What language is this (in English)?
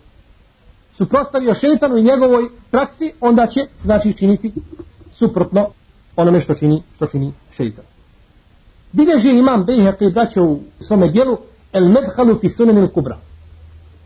Bosnian